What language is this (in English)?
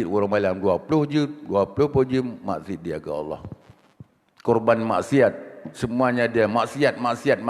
Achinese